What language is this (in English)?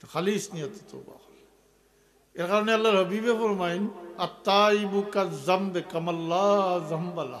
Sylheti